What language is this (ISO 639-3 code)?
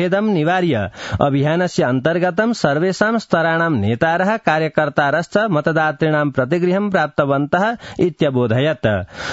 san